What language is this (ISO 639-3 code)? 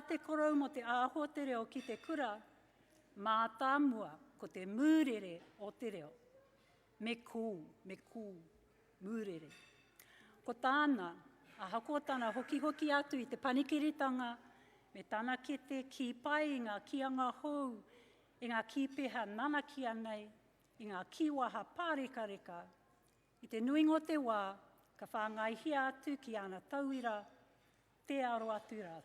mri